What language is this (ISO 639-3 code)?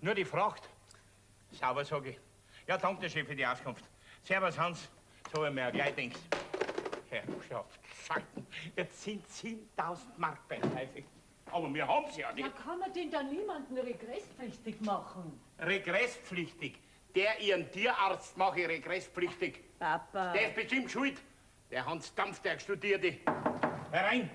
bar